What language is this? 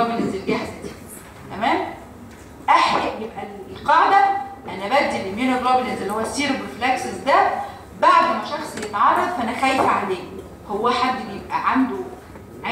Egyptian Arabic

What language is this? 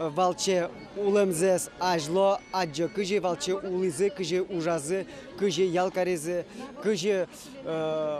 Udmurt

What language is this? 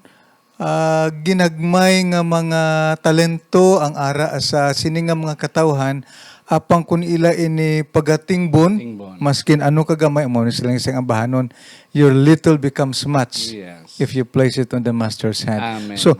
Hiligaynon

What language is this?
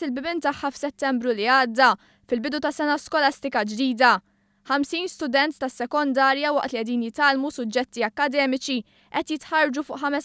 Maltese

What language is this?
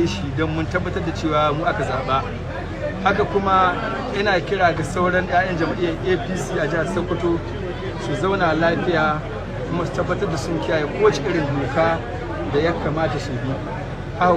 Hausa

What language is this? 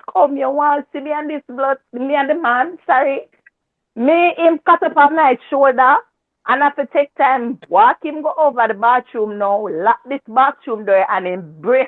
Jamaican Creole English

